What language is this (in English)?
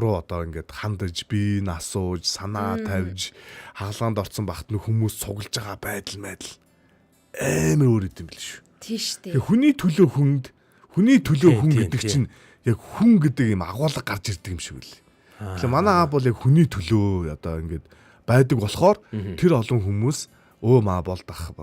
Mongolian